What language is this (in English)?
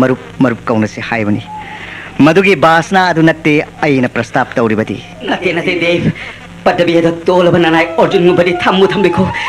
Manipuri